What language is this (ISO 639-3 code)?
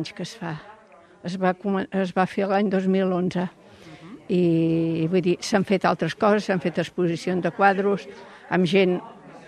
cat